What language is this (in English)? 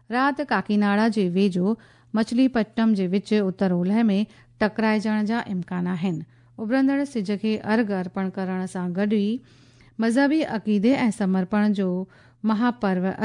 Sindhi